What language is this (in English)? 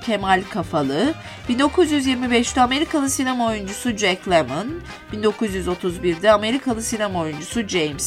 Turkish